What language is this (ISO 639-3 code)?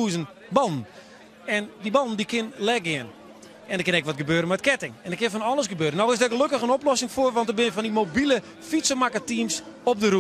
fry